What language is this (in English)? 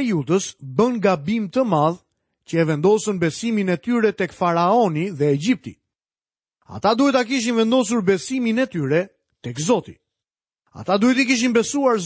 Albanian